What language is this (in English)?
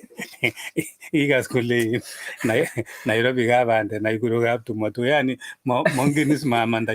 Kalenjin